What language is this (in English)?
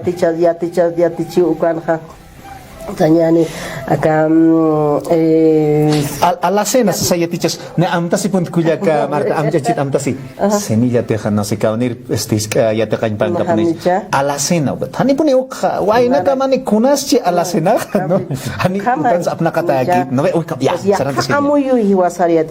Aymara